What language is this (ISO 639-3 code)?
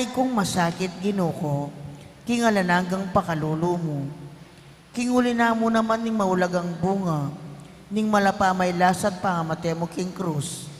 pam